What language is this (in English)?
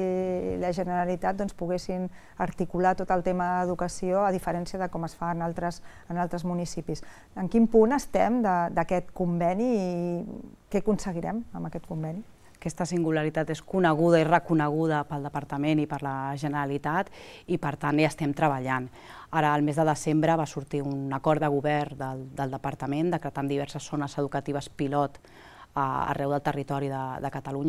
Catalan